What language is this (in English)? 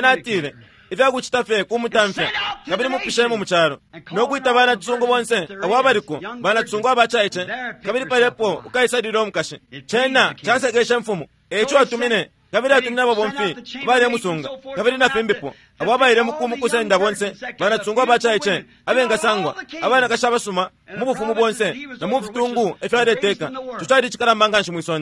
Bemba